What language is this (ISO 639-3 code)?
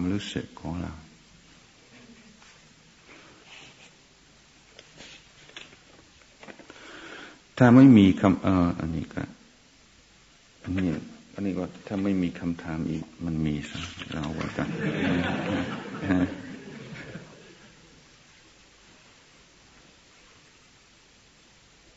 tha